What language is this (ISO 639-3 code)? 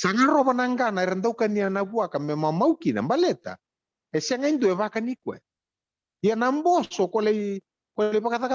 fij